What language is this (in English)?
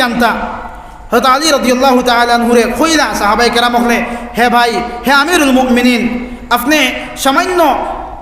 Sylheti